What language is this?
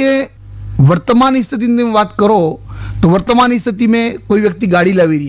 Gujarati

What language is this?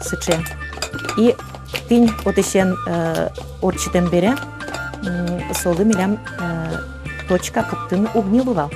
Udmurt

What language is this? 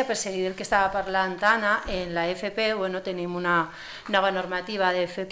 Catalan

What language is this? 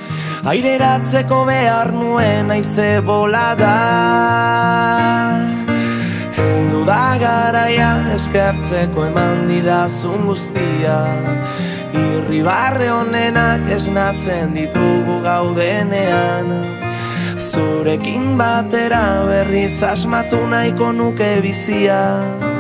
Basque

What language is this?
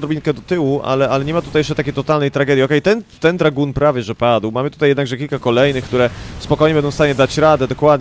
Polish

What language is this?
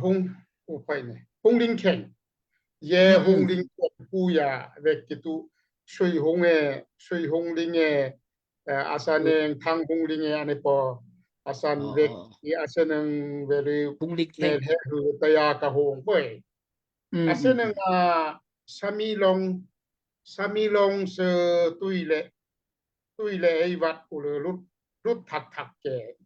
Daai Chin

